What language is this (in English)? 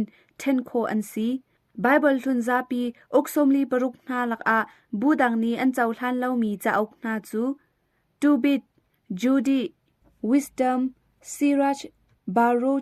Hakha Chin